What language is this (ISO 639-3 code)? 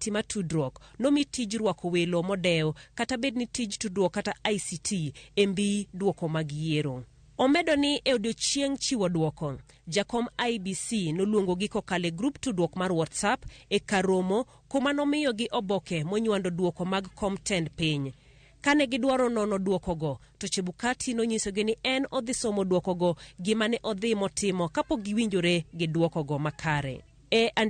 luo